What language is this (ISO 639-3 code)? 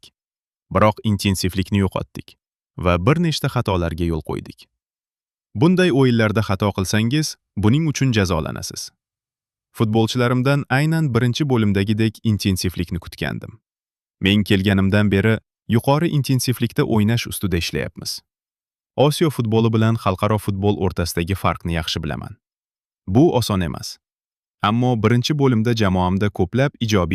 uzb